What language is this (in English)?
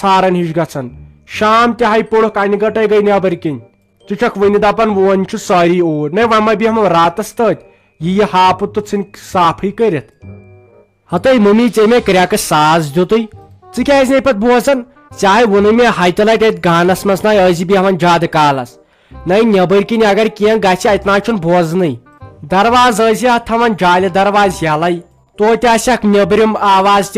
Kashmiri